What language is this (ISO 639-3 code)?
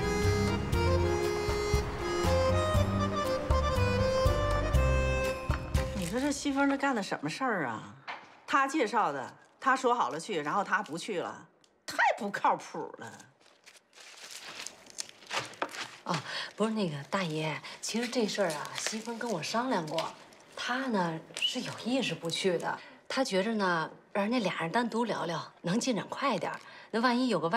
zho